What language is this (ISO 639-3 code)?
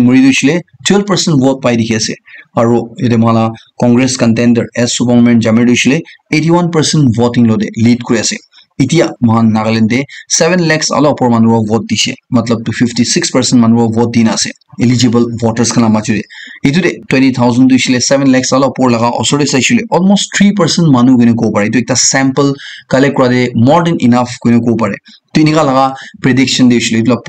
nag